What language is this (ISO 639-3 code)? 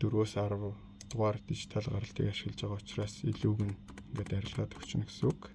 mon